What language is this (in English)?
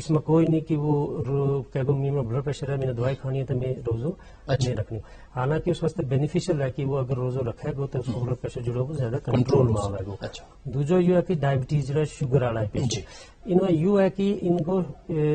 Gujari